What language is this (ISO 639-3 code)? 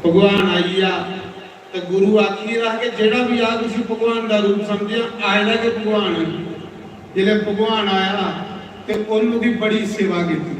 doi